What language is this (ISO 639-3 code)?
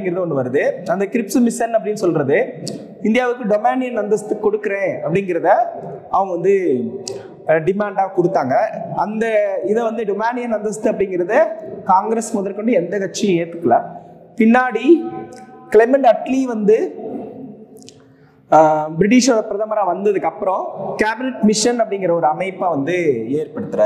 tam